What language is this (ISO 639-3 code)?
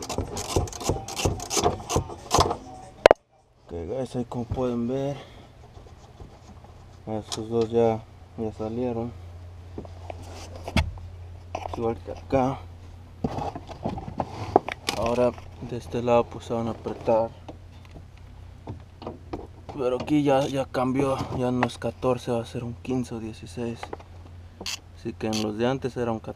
spa